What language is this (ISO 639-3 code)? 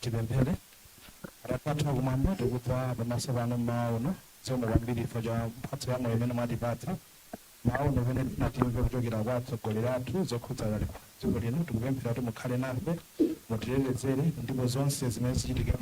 nya